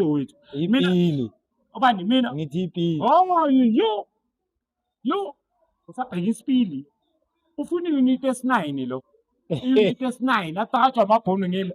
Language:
Zulu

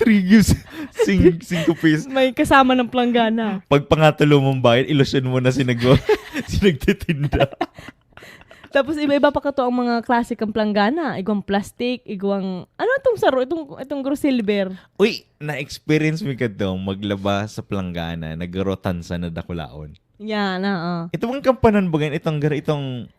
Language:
Bikol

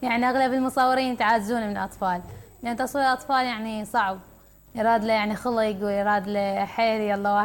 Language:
Mesopotamian Arabic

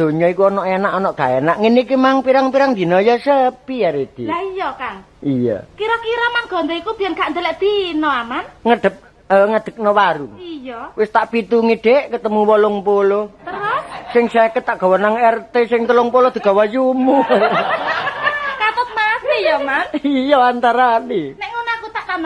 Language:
Javanese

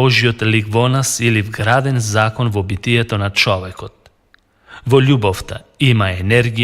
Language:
Macedonian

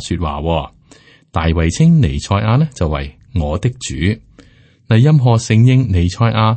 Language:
Cantonese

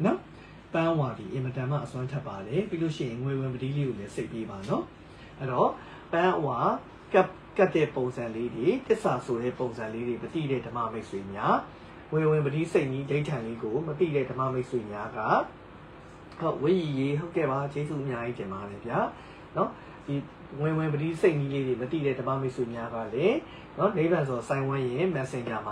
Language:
Burmese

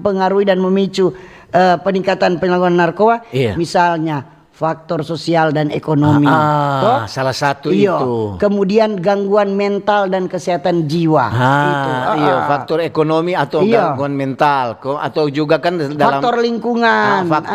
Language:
Manado Malay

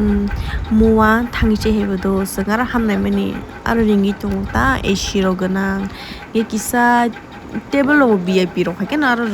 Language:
Kok Borok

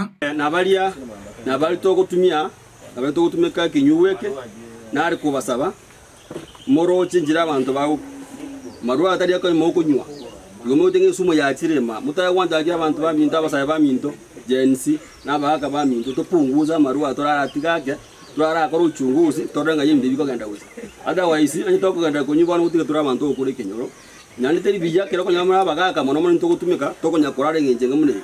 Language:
Gusii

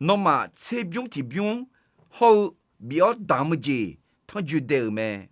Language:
Akha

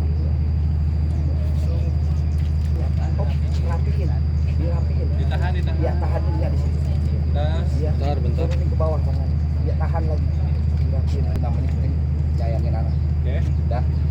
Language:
Betawi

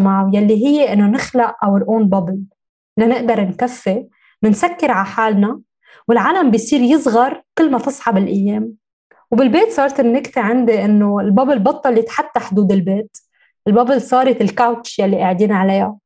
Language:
North Levantine Arabic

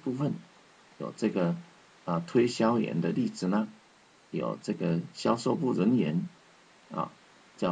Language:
Chinese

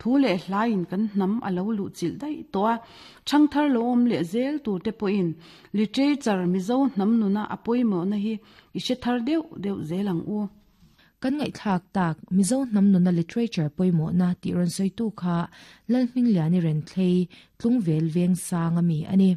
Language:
Mizo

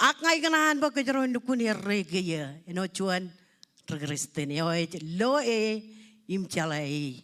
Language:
Marshallese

